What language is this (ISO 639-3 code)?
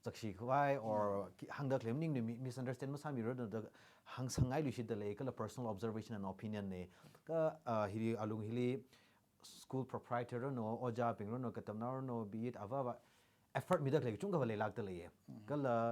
nmf